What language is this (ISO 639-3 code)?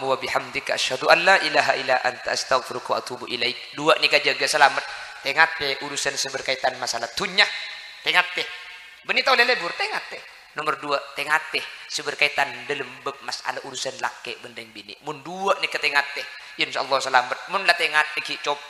mad